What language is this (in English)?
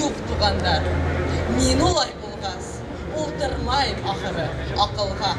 Bashkir